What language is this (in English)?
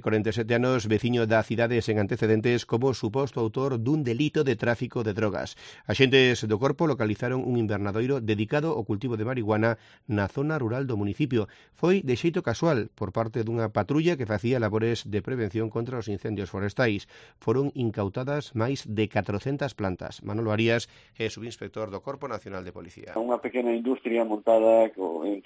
Galician